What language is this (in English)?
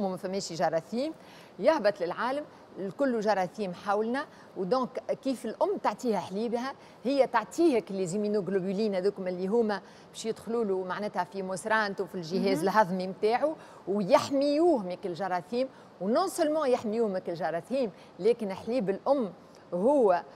Tunisian Arabic